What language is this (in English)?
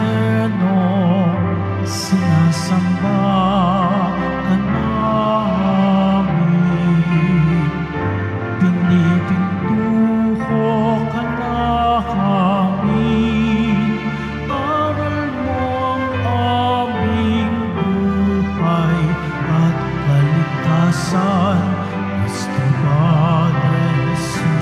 Filipino